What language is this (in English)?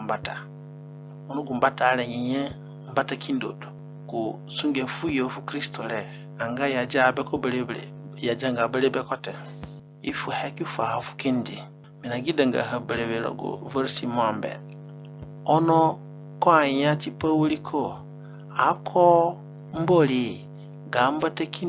Zande (individual language)